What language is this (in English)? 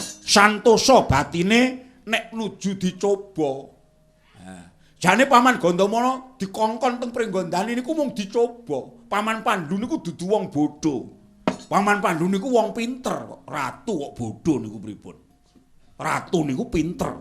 Javanese